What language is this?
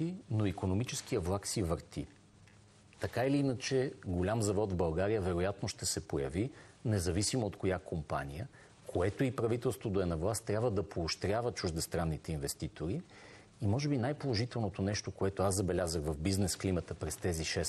Bulgarian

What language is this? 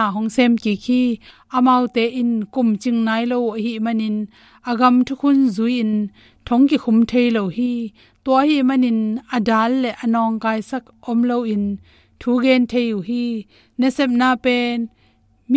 Tedim Chin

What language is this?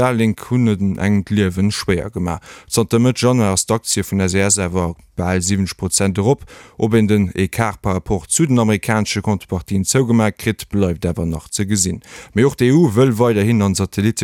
Luxembourgish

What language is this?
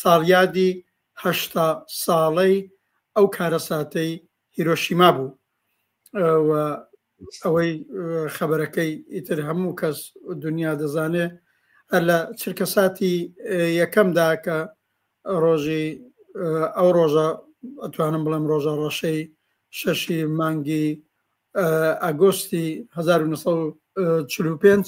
Central Kurdish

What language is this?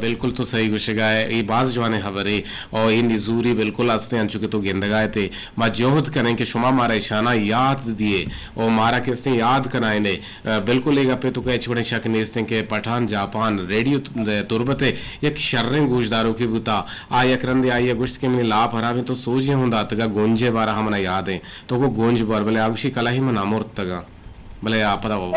Eastern Balochi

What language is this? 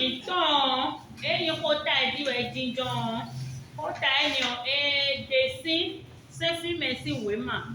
Fon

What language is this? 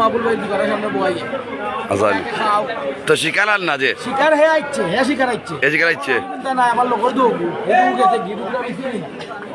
Sylheti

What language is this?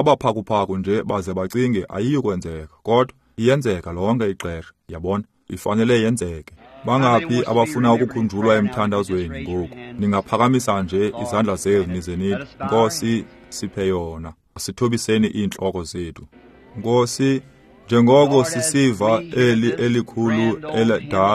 Xhosa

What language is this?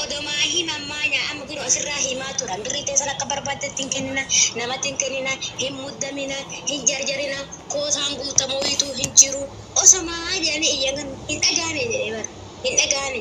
Oromo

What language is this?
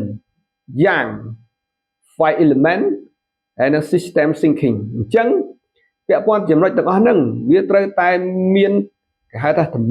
Khmer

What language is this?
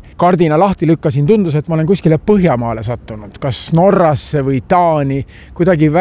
Estonian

